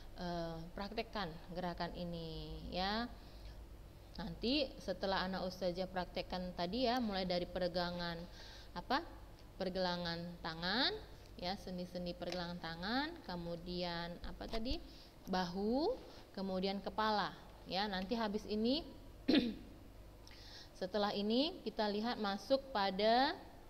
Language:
Indonesian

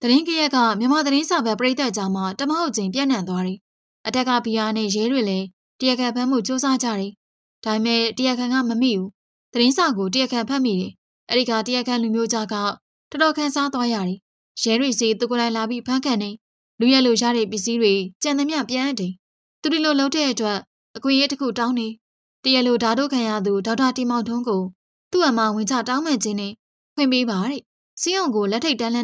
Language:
Burmese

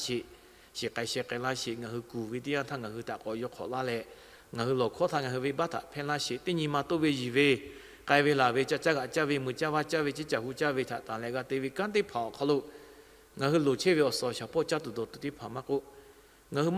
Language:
Lahu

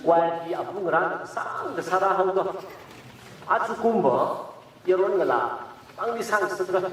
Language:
Tangkhul Naga (India)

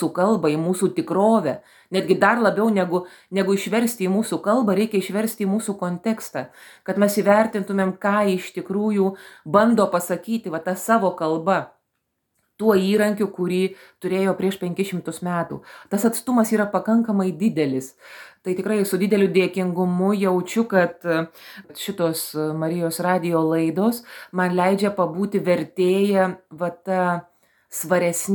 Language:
Lithuanian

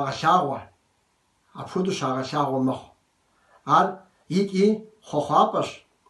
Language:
Kabardian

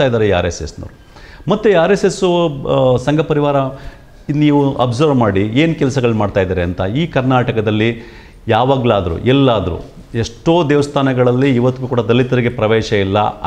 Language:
Kannada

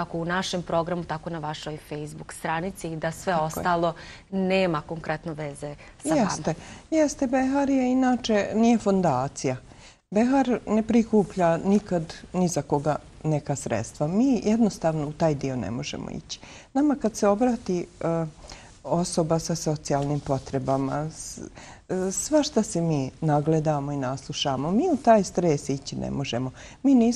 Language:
Bosnian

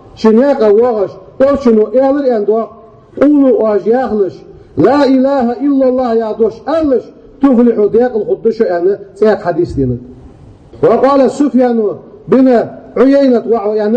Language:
Ingush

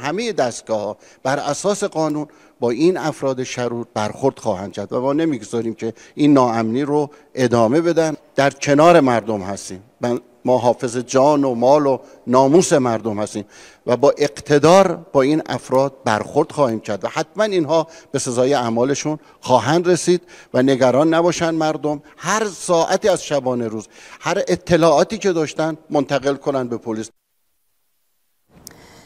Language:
Persian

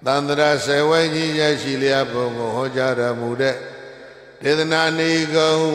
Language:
Burmese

